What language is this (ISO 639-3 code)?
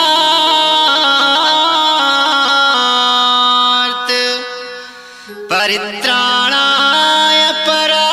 hne